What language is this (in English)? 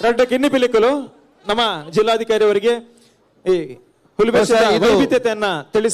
Tulu